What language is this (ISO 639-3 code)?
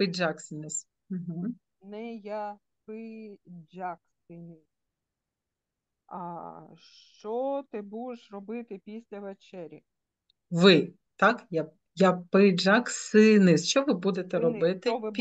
ukr